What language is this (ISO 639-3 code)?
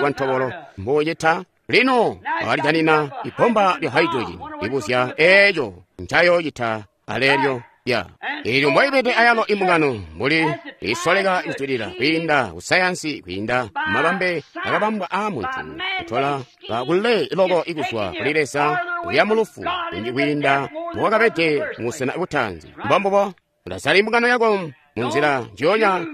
toi